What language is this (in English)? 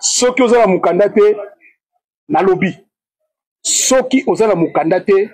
Lingala